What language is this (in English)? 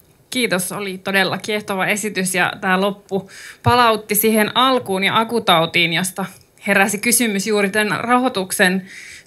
Finnish